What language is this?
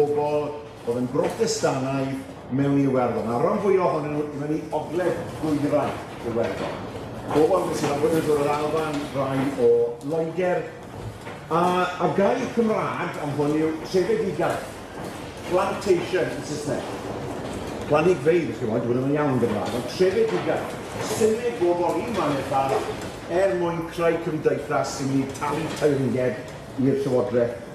Welsh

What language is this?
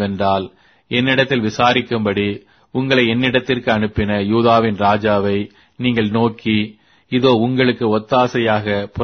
Tamil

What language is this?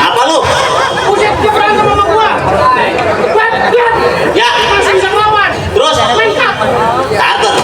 Betawi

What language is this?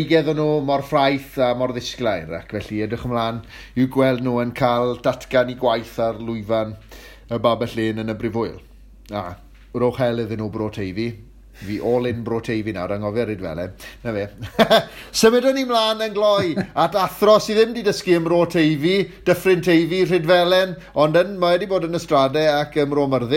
Welsh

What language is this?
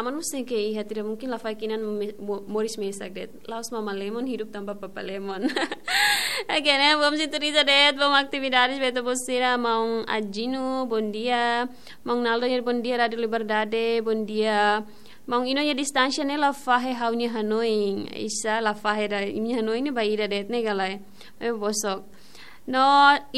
Tetum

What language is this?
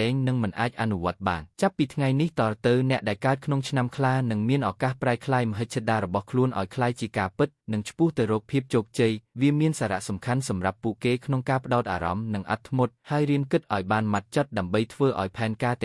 Khmer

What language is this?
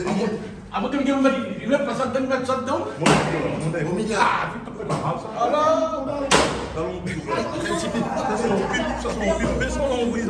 Réunion Creole French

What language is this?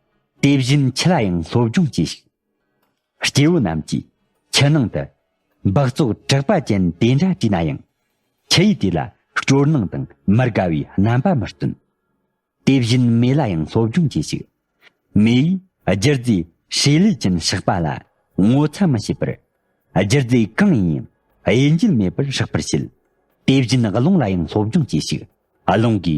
Tibetan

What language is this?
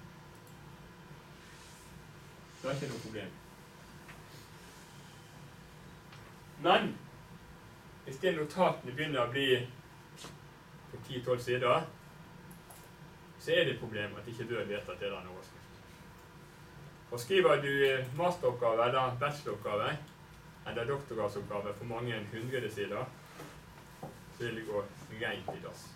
Norwegian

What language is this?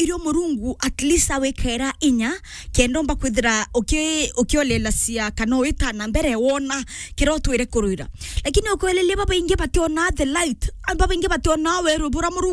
Meru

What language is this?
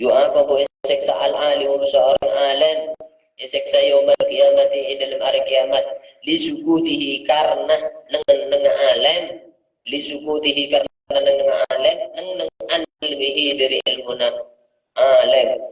Madurese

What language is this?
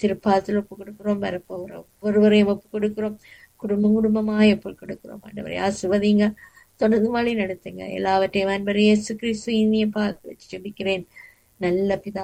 Tamil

